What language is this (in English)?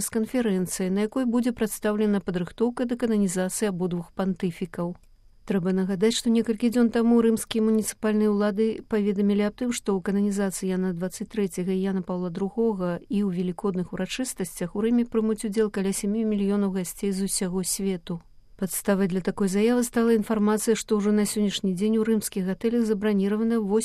Belarusian